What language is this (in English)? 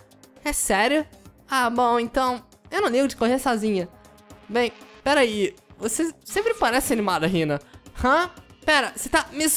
Portuguese